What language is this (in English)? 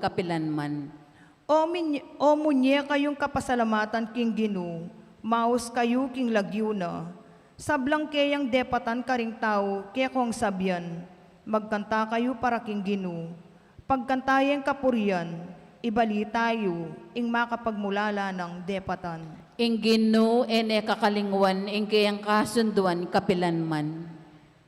Pampanga